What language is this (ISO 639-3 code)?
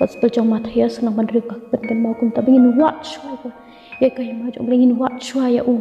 kha